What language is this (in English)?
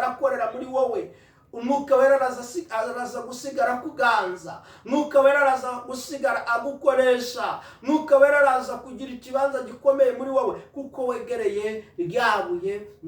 Kinyarwanda